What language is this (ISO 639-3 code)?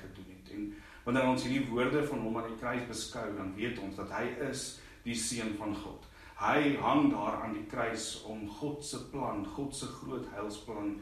afr